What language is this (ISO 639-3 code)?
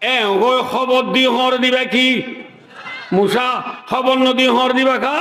rhg